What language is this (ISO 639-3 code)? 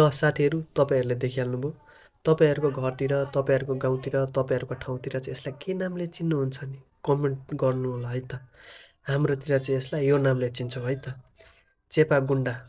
nep